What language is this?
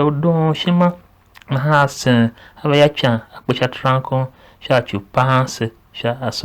Tiv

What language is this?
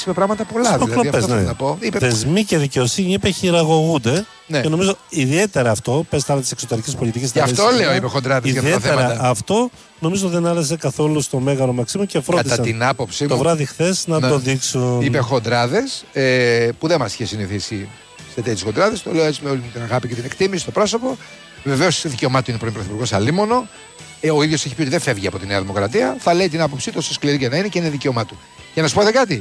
Greek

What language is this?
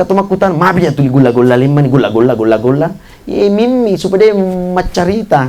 Buginese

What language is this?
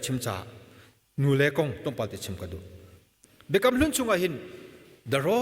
Hakha Chin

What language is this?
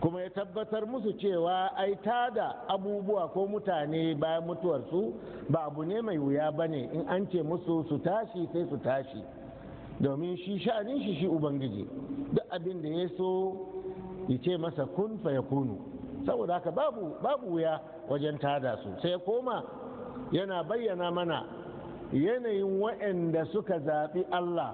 Hausa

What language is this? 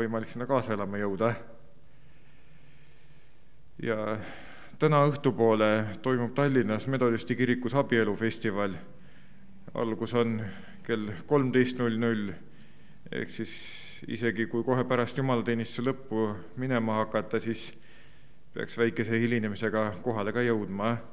Estonian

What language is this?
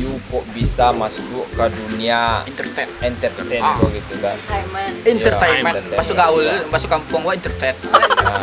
Minangkabau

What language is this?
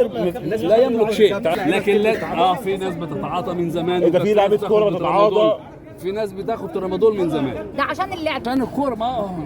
Egyptian Arabic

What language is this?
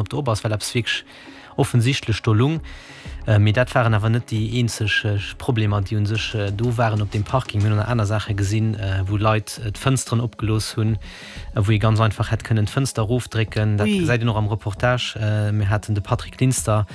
Luxembourgish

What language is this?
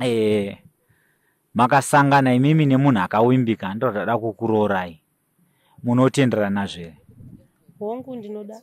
Shona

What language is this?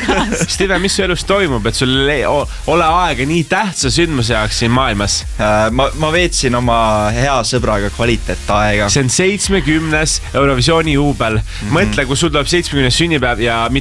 Estonian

